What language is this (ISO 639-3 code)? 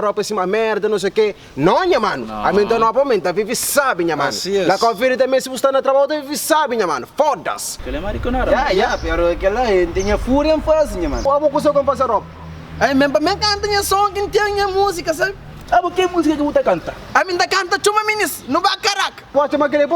kea